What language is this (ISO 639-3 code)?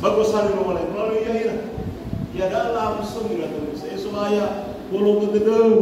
nia